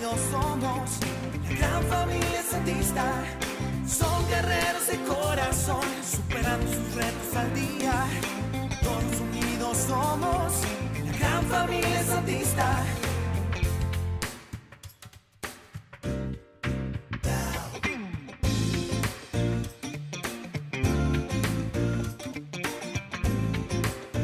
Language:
Spanish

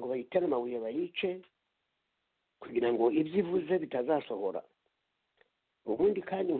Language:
Kinyarwanda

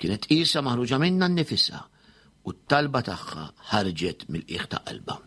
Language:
Maltese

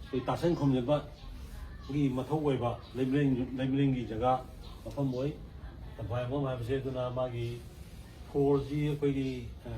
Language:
Manipuri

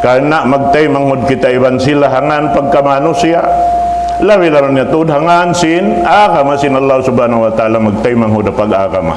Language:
Tausug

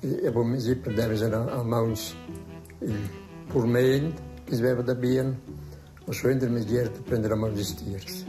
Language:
Romansh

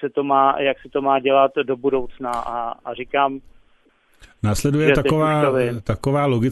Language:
Czech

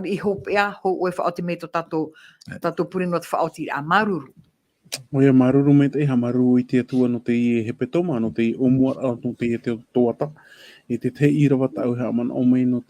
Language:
Tahitian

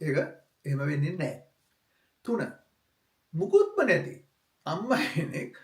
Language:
Sinhala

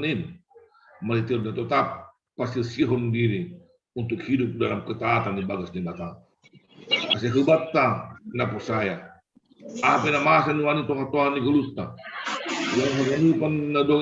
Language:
Batak Simalungun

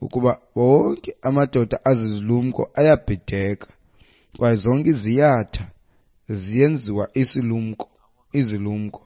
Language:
Xhosa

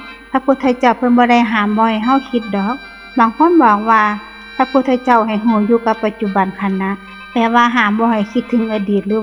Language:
Northeastern Thai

